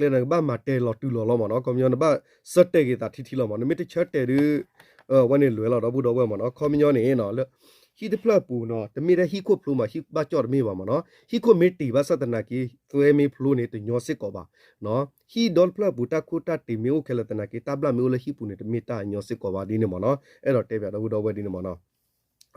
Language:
S'gaw Karen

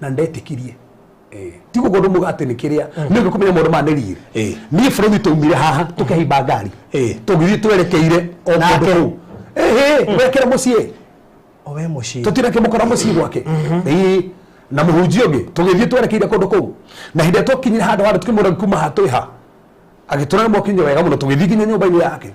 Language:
Kikuyu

